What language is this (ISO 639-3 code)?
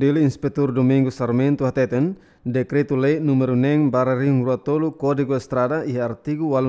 tet